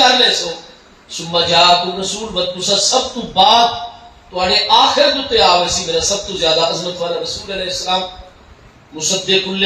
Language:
Saraiki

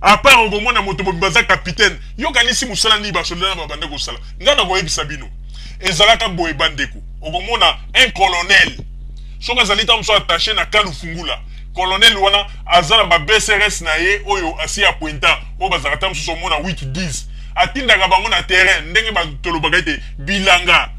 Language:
Lingala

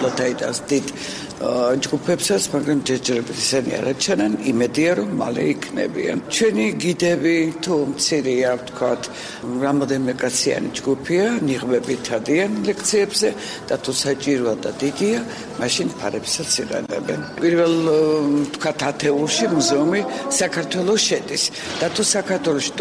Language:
Georgian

